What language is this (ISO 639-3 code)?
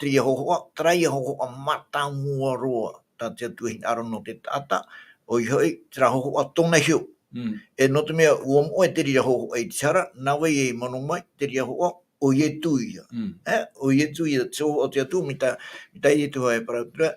tah